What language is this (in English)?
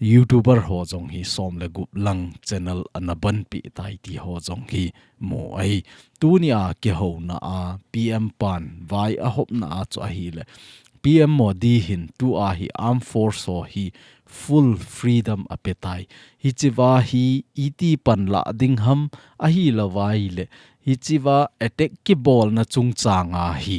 Thado Chin